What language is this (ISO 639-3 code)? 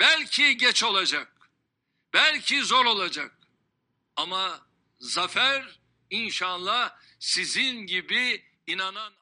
kur